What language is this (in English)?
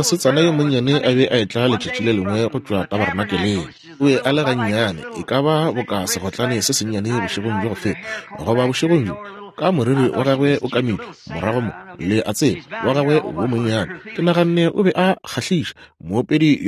Northern Sotho